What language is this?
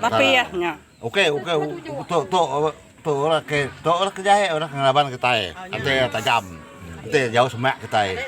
Iban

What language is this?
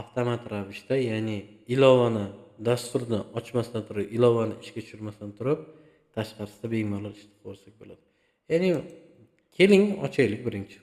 Uzbek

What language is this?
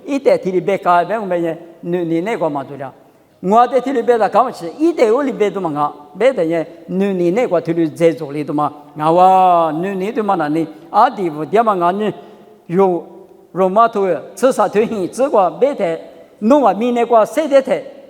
Lisu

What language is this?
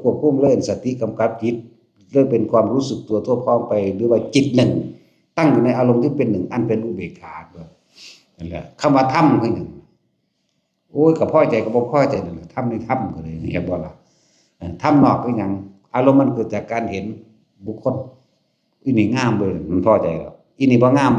Northeastern Thai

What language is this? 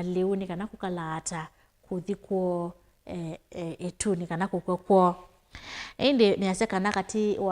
Kamba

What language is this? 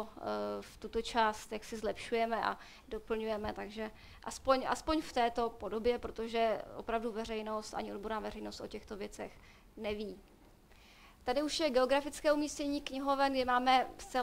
Czech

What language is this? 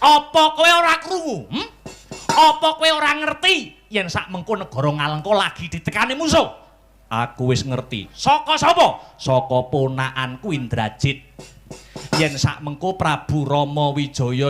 Javanese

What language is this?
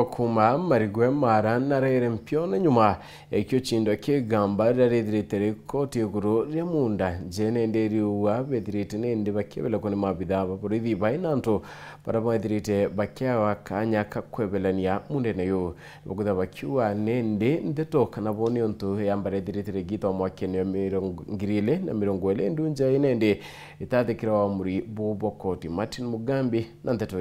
Meru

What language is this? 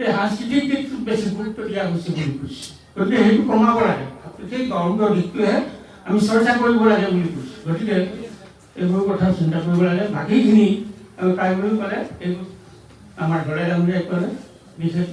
Assamese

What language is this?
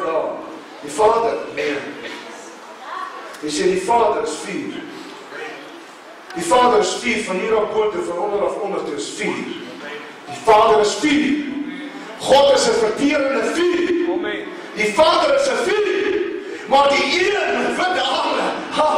Afrikaans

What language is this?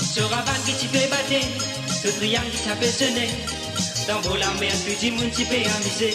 Morisyen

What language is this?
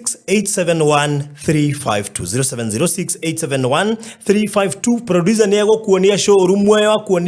Kikuyu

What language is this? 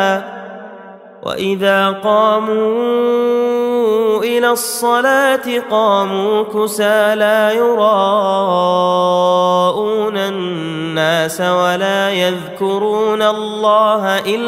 Arabic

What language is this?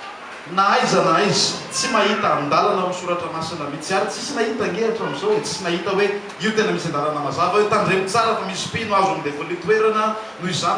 Malagasy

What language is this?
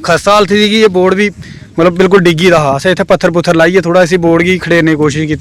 Dogri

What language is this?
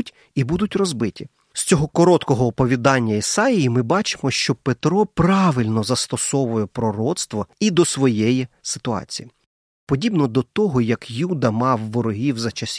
Ukrainian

